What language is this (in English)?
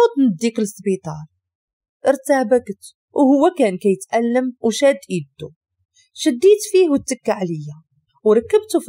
Moroccan Arabic